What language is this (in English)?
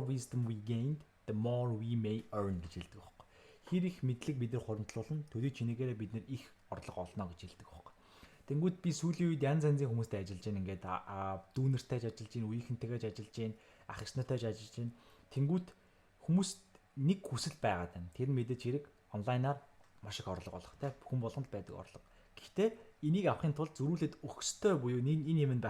Mongolian